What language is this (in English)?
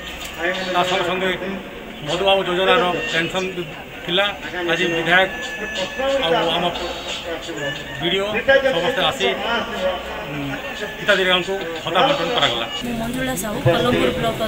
Odia